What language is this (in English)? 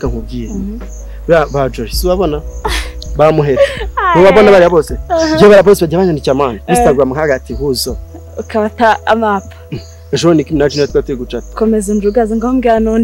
Kinyarwanda